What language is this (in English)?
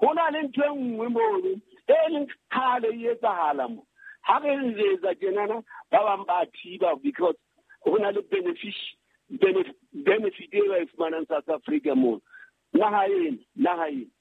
Southern Sotho